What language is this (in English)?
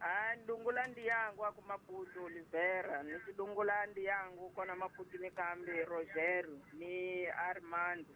Tsonga